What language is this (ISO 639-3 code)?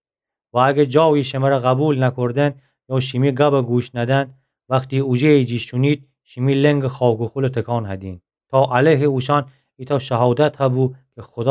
glk